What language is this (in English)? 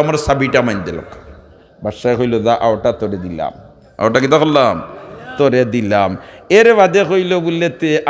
Sylheti